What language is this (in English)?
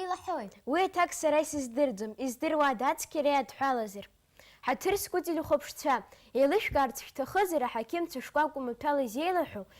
Abkhazian